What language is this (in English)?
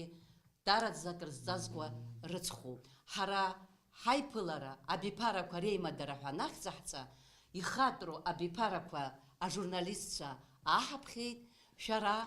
Abkhazian